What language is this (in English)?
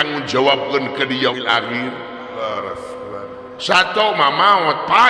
Sundanese